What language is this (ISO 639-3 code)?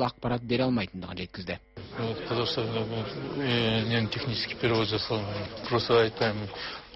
kaz